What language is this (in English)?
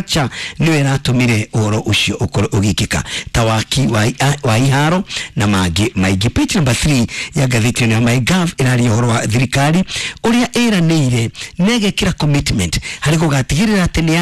Kikuyu